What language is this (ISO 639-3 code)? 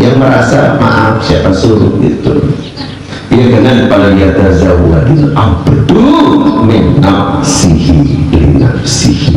sas